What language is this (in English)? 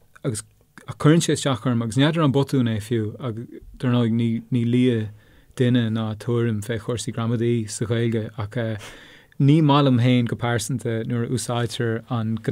Irish